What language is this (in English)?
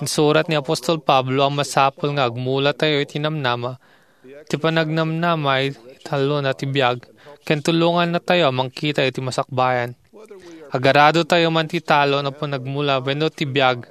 Iloko